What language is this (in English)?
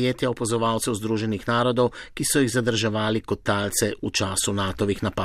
Slovenian